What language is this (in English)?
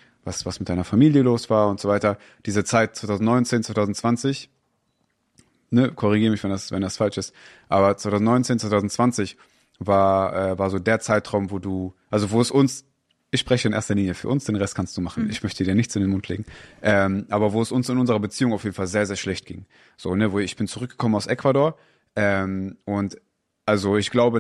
German